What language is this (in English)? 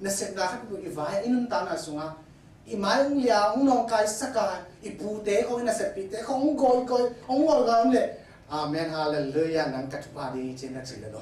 Tedim Chin